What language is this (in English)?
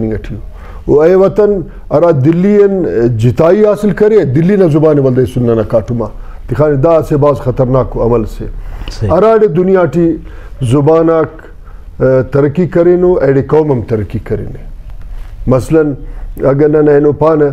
Brahui